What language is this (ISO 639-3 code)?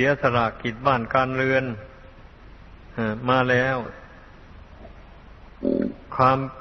tha